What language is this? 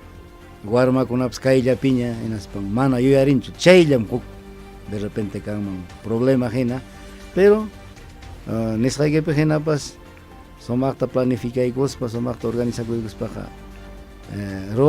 Ayacucho Quechua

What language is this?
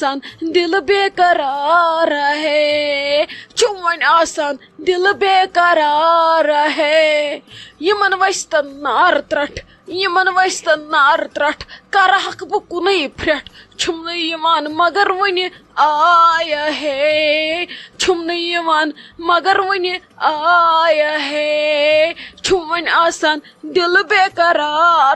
Kashmiri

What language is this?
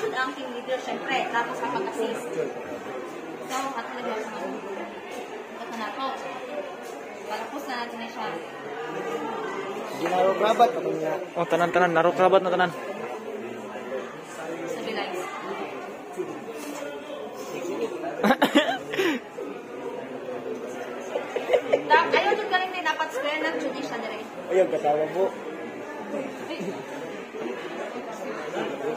Filipino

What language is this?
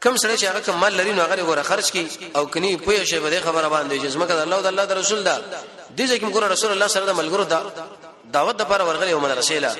Pashto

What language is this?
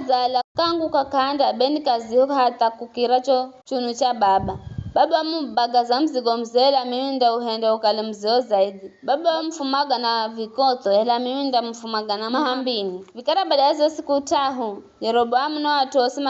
Giryama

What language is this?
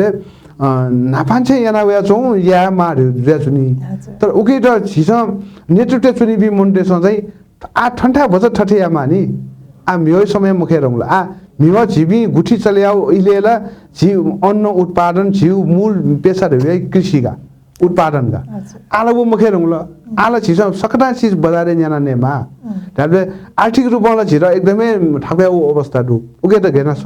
Newari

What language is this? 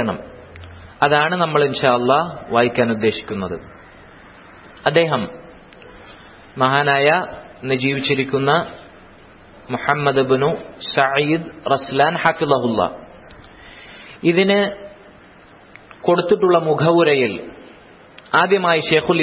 Malayalam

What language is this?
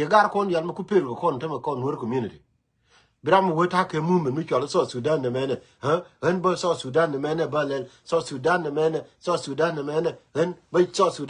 Nuer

